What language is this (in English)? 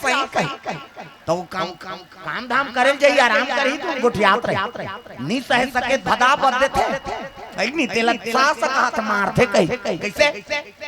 Chhattisgarhi